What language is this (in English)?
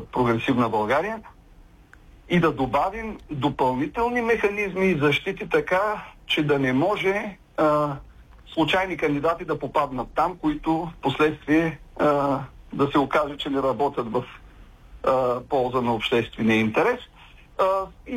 Bulgarian